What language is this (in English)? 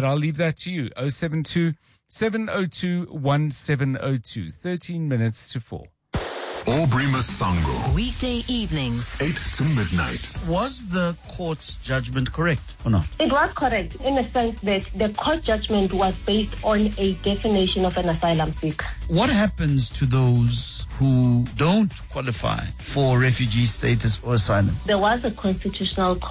English